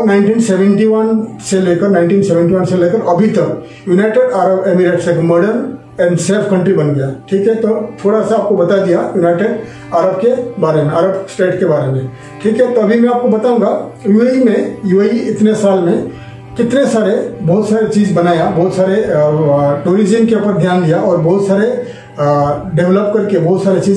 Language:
Hindi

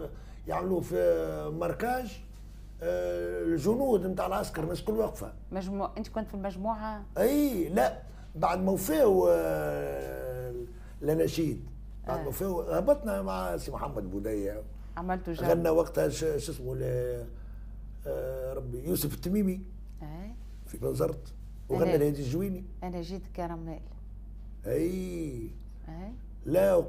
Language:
Tunisian Arabic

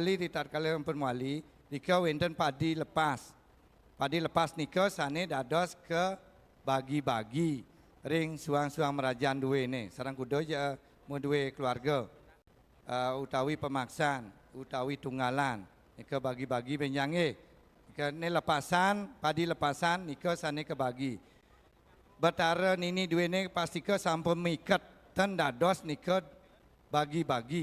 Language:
Balinese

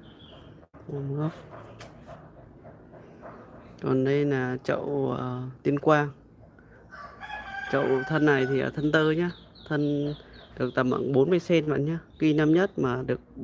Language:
Vietnamese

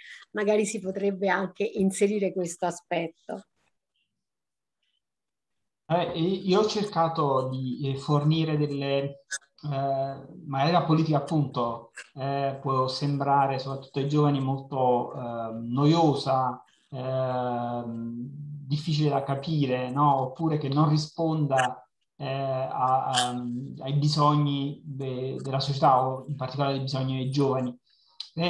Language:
Italian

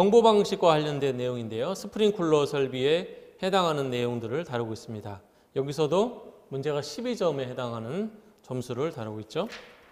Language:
Korean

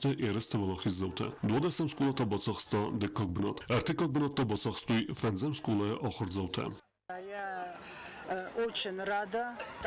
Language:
Ossetic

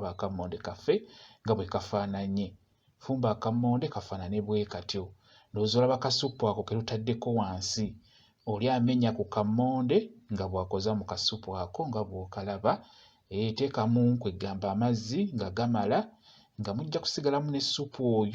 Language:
Ganda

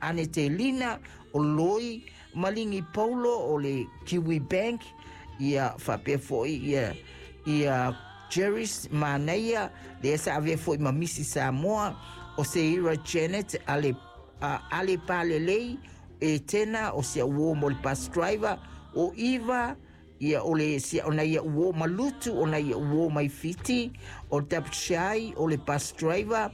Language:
Samoan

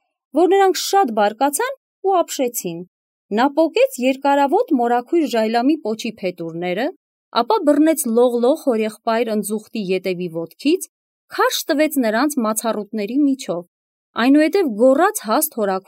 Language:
Armenian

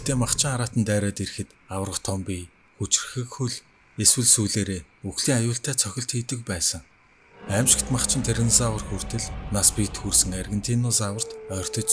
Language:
Mongolian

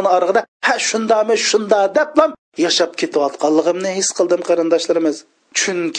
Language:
Uyghur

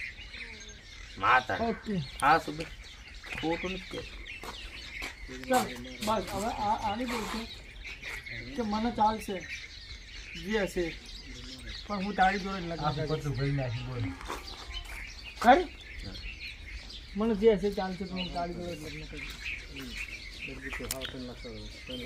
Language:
Gujarati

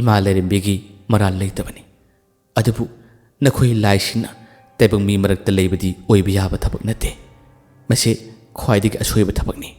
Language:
Manipuri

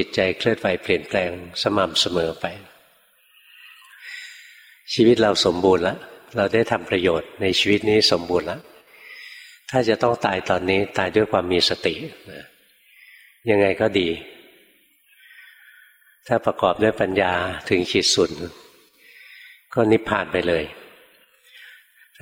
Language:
Thai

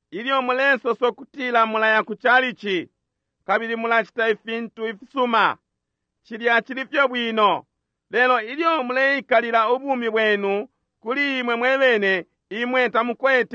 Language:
Bemba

